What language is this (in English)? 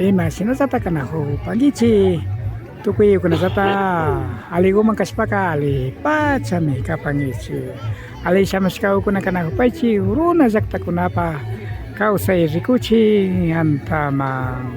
Imbabura Highland Quichua